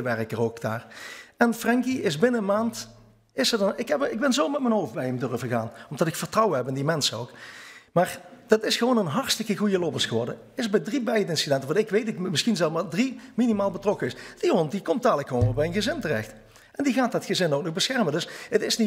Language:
Dutch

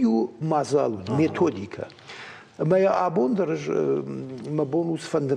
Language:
Ossetic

